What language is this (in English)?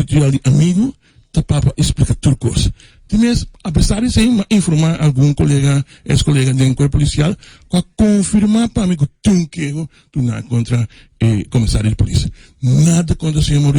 Papiamento